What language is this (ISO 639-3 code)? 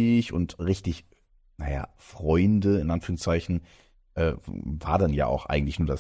deu